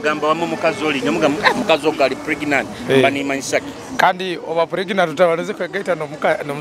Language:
Nyoro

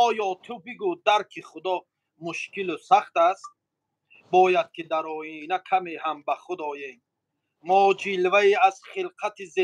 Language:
Tajik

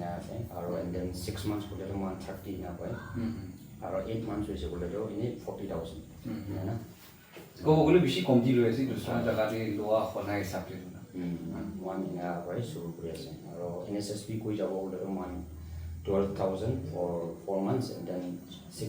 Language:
Naga Pidgin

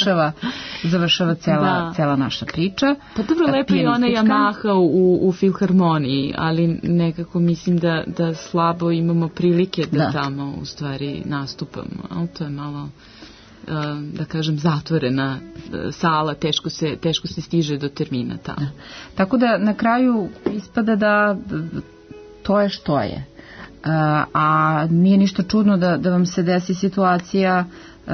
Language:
Serbian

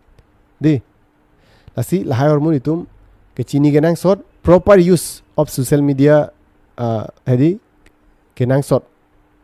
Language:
Karbi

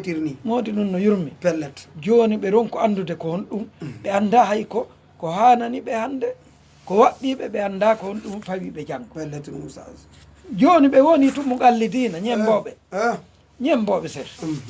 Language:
Fula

